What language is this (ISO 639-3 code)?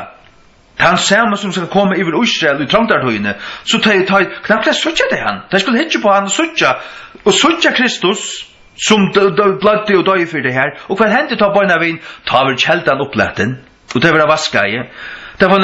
fao